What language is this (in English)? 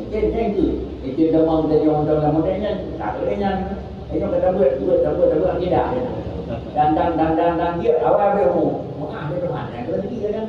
Achinese